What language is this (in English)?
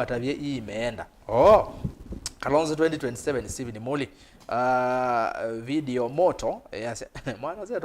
Kamba